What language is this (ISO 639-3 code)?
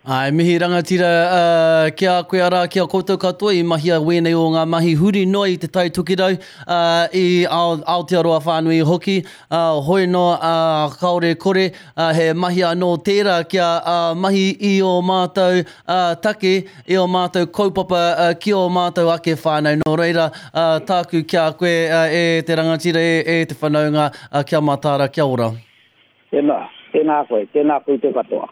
mri